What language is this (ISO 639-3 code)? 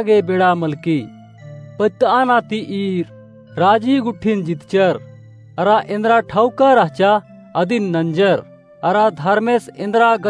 kru